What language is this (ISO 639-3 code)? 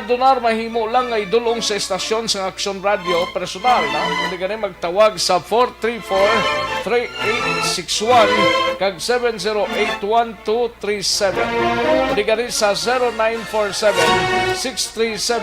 hil